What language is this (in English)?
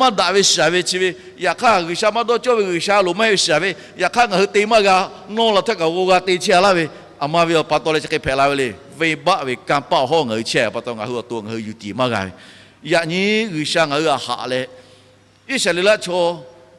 Lahu